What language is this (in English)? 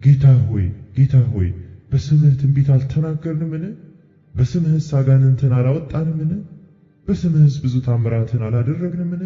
Amharic